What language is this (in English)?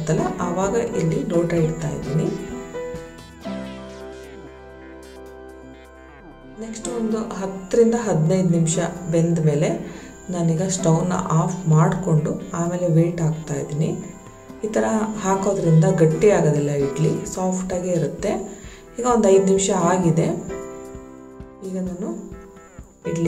Kannada